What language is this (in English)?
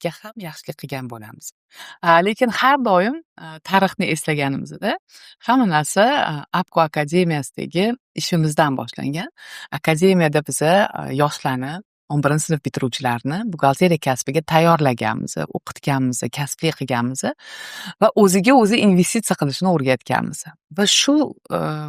Uzbek